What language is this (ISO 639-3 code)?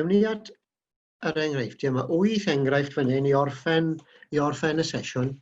cym